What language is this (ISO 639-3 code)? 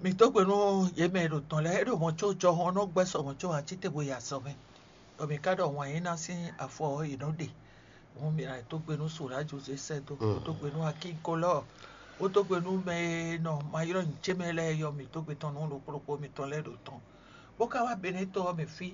fon